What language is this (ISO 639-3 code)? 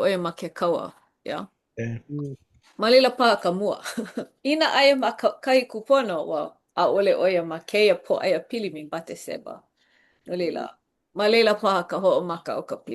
haw